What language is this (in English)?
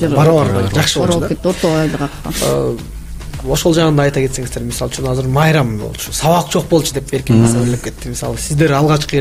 Kyrgyz